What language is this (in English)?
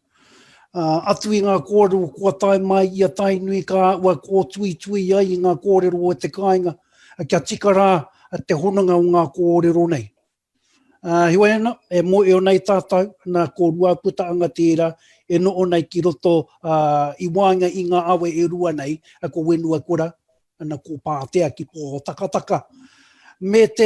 Māori